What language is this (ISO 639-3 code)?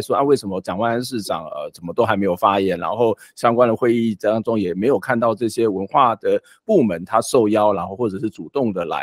zho